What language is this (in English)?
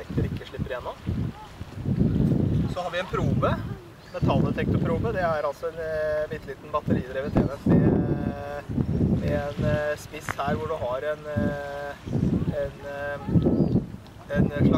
Norwegian